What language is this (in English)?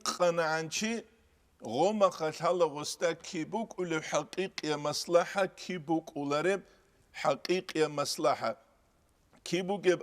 Avaric